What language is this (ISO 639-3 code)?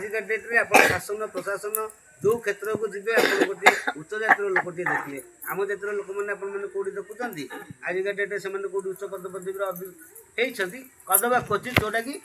ori